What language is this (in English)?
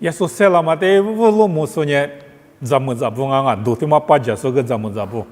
Lisu